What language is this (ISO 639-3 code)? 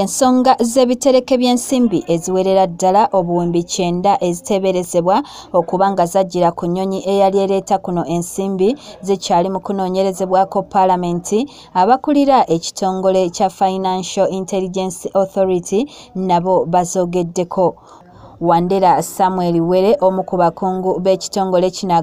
lug